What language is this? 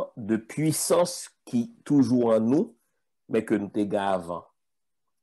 French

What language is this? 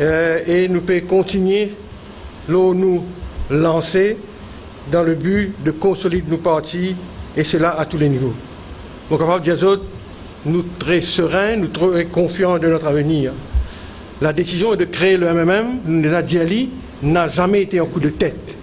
Morisyen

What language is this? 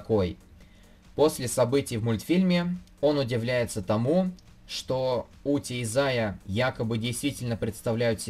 Russian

